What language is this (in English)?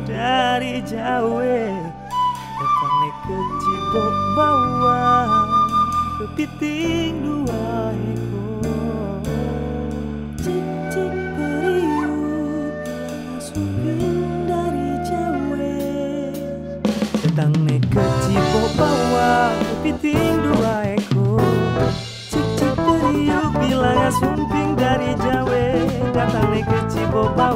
Malay